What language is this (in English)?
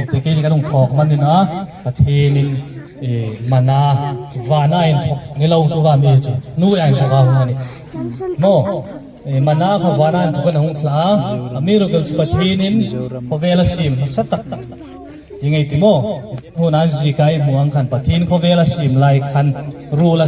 Hmar